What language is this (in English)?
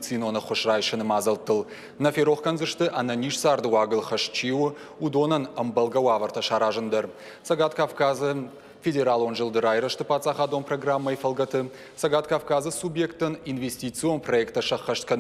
Ossetic